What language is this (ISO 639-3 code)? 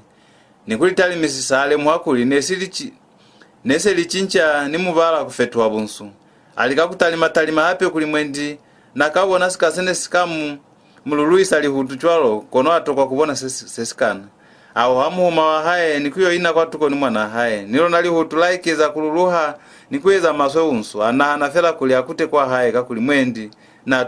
loz